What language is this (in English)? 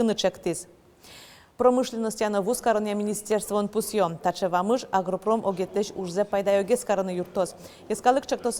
Udmurt